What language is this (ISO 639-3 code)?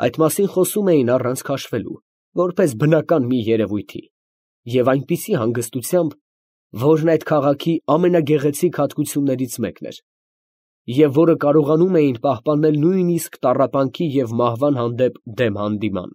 hye